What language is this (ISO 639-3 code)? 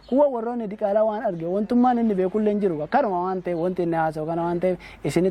orm